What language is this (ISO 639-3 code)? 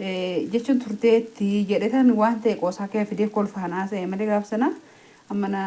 orm